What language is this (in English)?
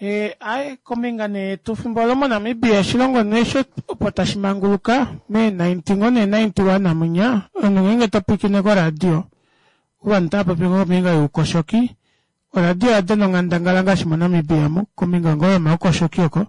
Kuanyama